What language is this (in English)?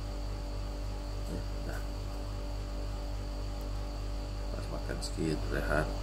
Malay